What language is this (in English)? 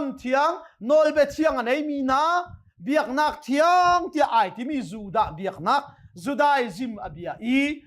Hakha Chin